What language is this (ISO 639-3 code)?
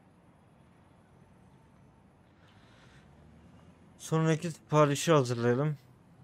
tur